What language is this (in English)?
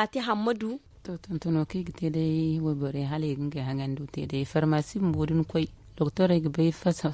Zarma